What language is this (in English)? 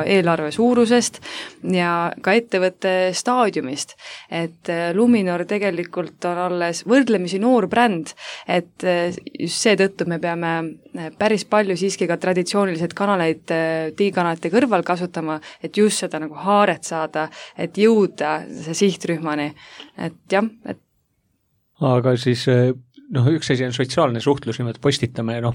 Estonian